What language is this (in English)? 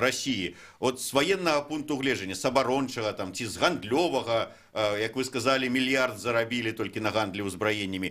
Belarusian